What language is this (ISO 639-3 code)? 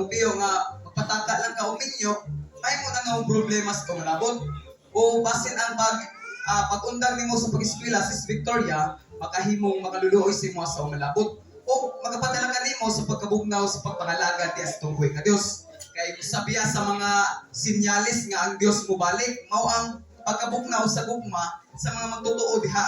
ceb